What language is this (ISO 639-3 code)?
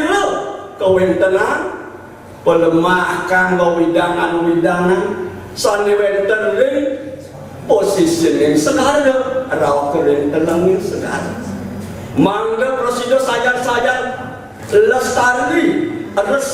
ban